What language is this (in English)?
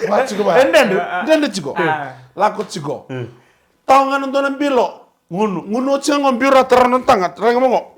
Fijian